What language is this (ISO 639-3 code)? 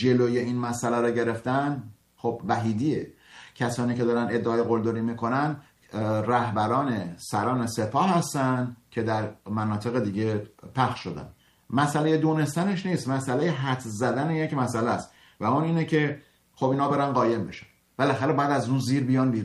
fas